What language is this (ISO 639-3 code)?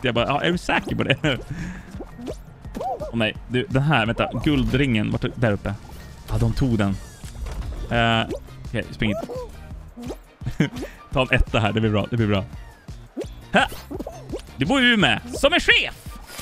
swe